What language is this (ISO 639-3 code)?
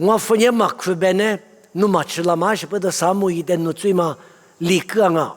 lis